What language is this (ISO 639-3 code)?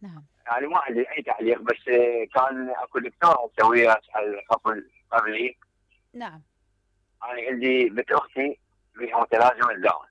acm